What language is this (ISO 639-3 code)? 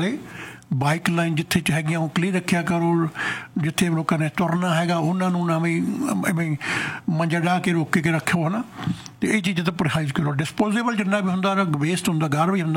pan